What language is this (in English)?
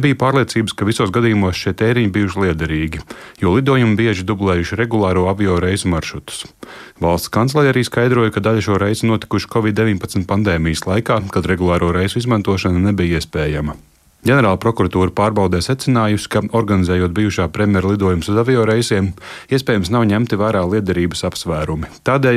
Latvian